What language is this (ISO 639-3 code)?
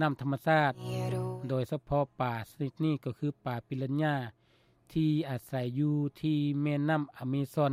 lao